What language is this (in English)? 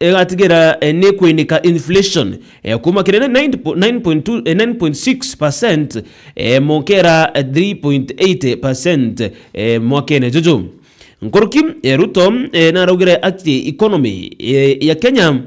Meru